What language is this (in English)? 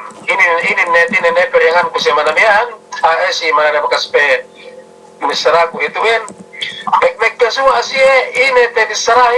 Yakan